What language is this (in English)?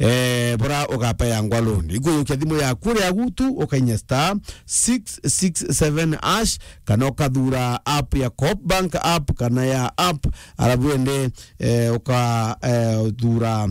Meru